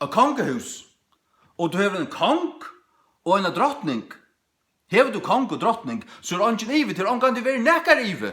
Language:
Faroese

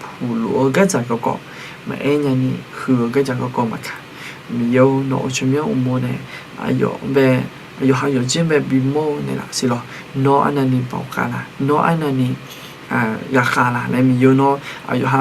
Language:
Akha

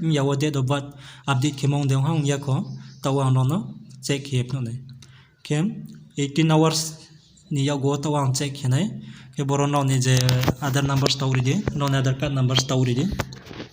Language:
Riang (India)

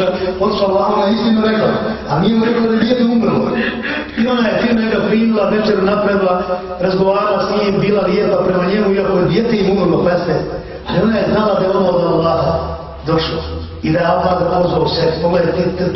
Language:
Bosnian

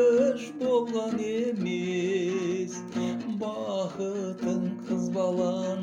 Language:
Kazakh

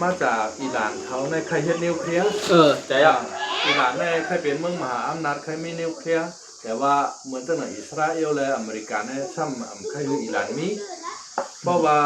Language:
Shan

